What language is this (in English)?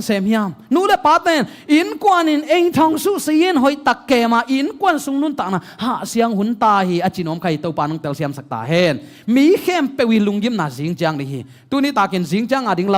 Tedim Chin